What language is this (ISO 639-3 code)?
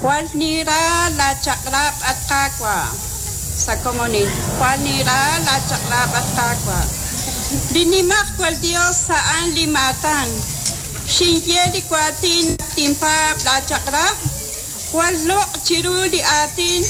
kek